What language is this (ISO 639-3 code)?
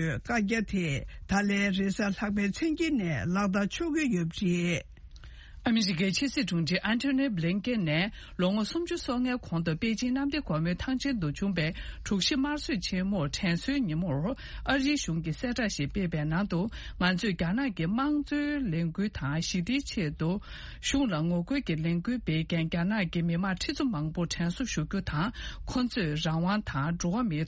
bod